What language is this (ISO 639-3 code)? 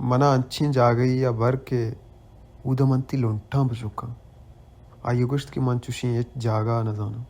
bal